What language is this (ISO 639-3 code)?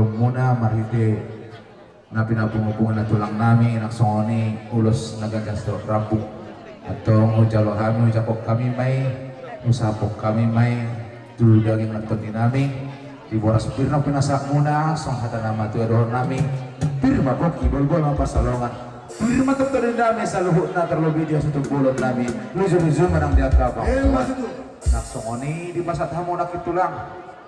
bbc